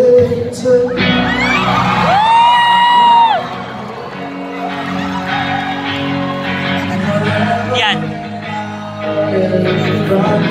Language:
Filipino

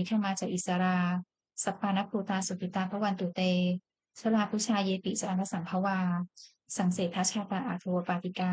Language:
Pali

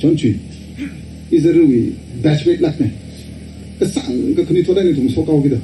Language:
Tangkhul Naga (India)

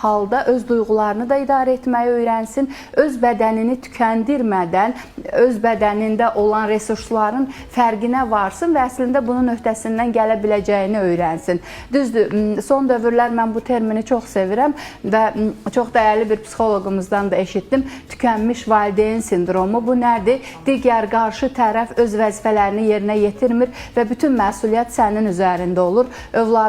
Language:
Azerbaijani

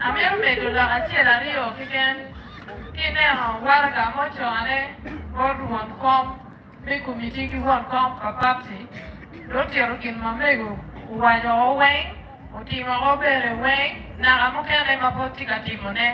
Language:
Acoli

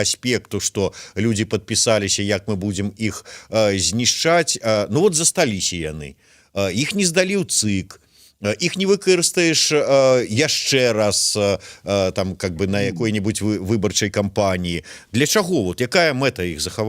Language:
Belarusian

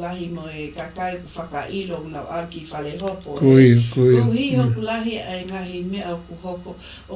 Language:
Tongan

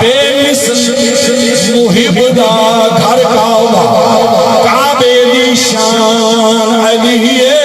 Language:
Saraiki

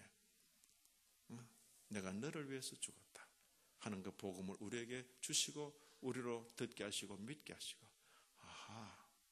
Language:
Korean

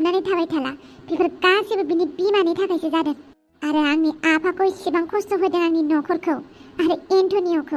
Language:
Bodo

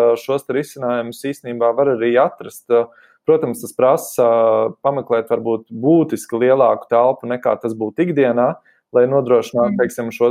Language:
Latvian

